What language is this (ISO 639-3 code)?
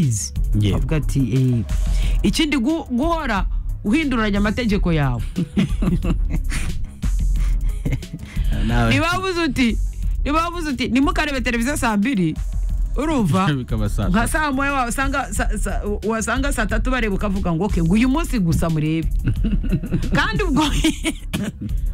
kin